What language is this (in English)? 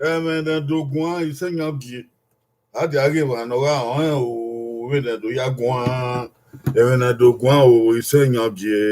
Bini